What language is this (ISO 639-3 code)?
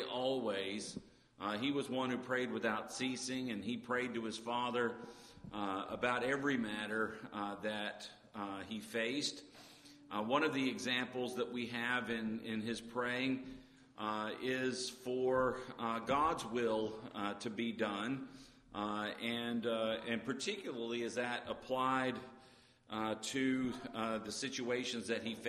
eng